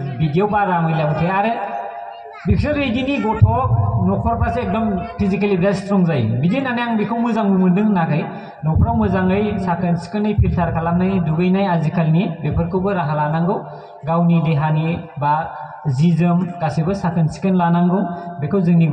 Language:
Bodo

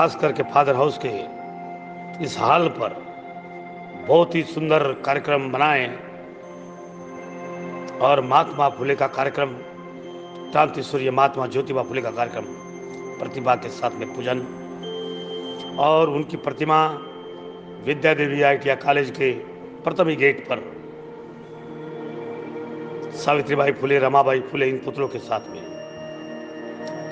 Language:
Hindi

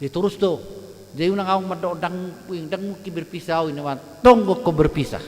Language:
Batak Toba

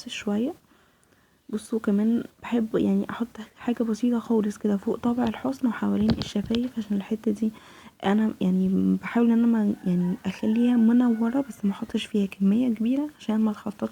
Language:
Egyptian Arabic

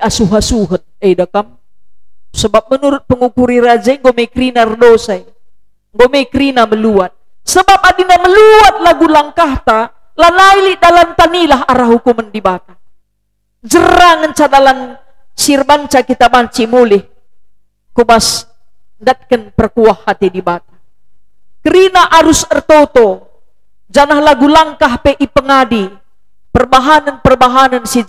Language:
Batak Karo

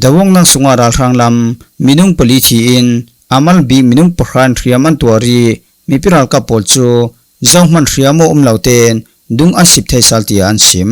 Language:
Falam Chin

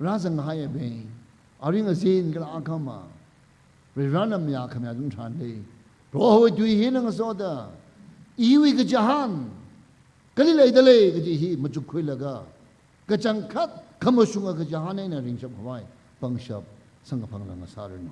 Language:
Tangkhul Naga (India)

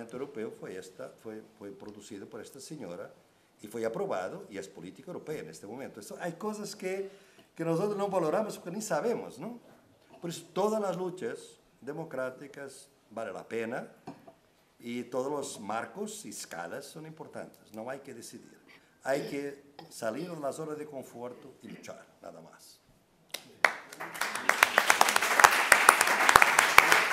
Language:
Spanish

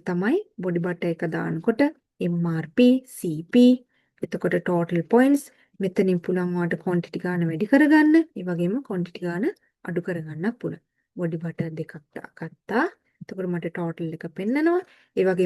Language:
Sinhala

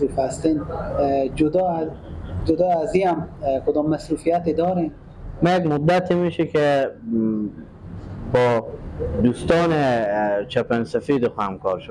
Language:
Persian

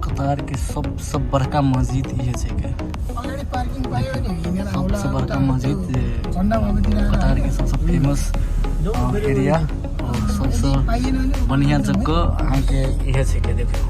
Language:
Maithili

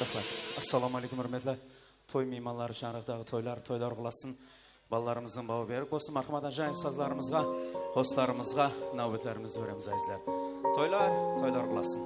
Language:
Kara-Kalpak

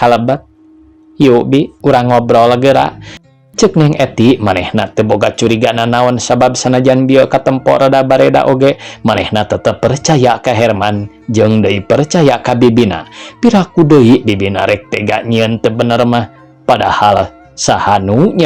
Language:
Sundanese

